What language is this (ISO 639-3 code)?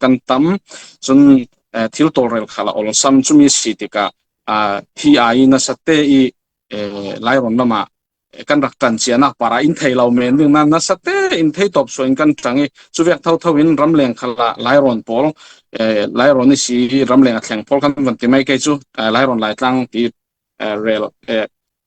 cfm